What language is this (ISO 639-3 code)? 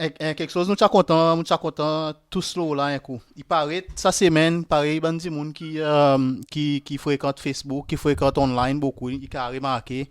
crs